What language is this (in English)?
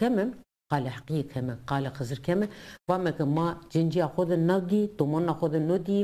Zaza